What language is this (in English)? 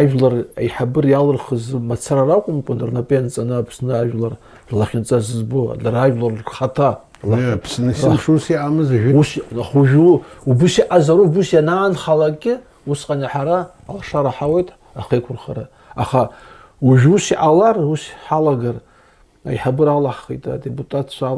Abkhazian